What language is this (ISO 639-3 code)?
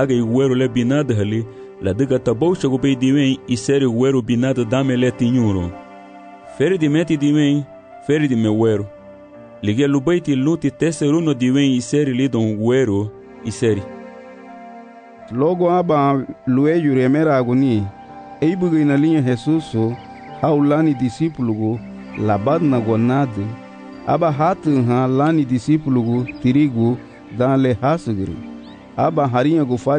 cab